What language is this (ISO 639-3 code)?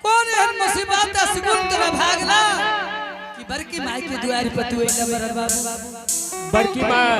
anp